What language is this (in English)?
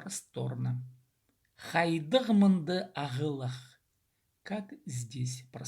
Khakas